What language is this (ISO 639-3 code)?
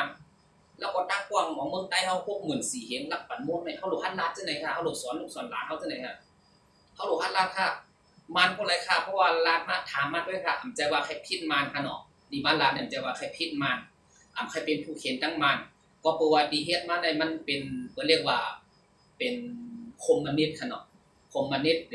shn